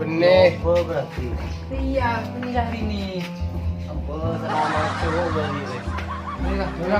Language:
Madurese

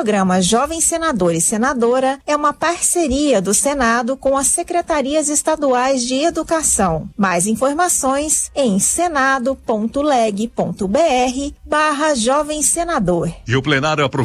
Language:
Portuguese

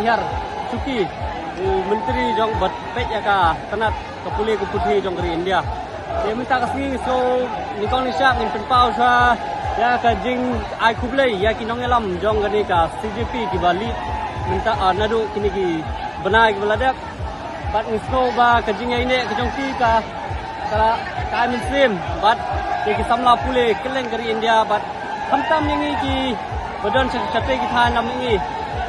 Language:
Khasi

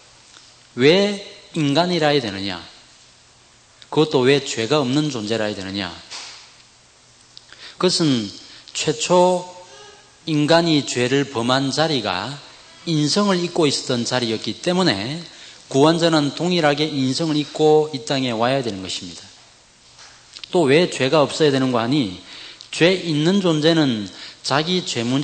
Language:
Korean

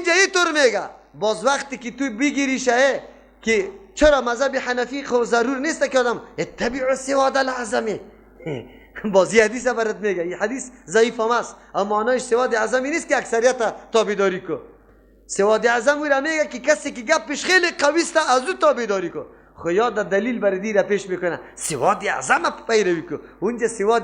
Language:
Persian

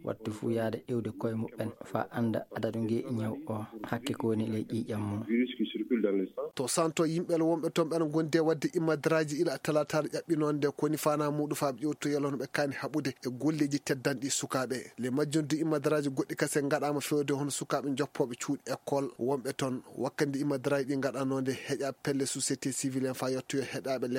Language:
Fula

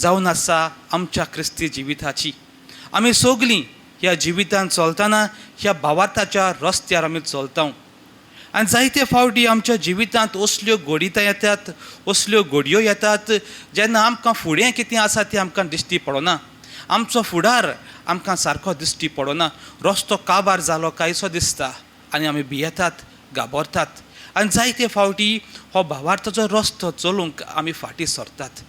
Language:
Konkani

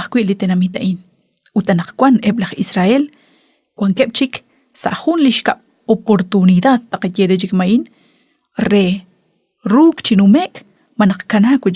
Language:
Kekchí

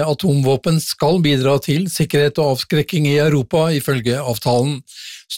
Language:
Norwegian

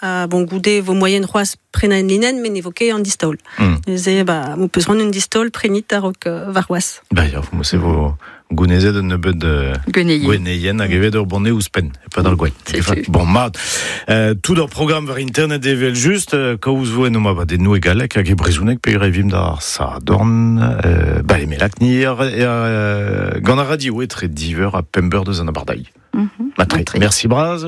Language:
Breton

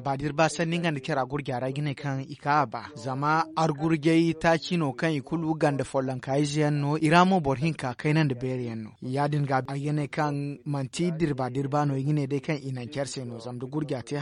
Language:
Zarma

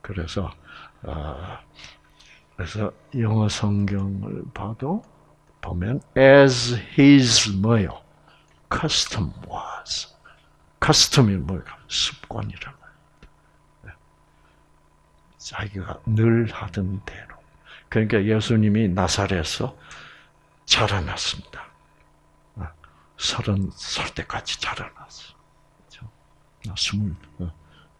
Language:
Korean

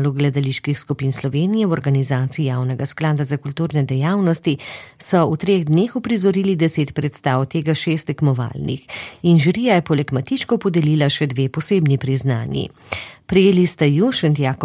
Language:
Slovenian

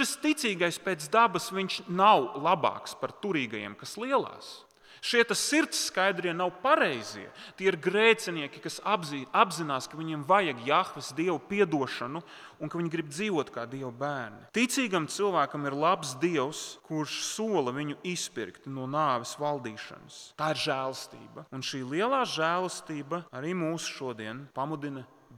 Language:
Latvian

